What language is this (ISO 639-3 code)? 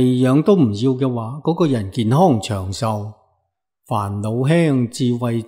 yue